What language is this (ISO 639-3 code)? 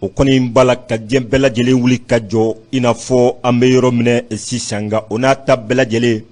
bam